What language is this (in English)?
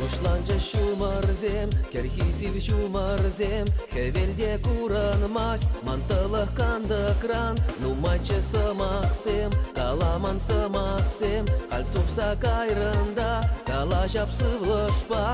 Chuvash